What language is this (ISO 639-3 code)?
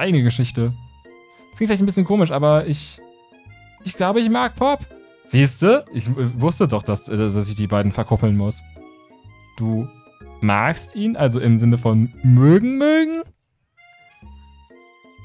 deu